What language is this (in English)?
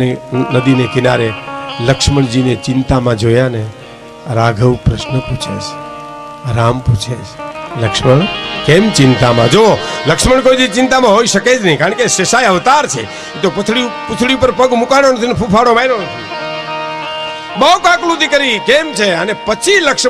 Gujarati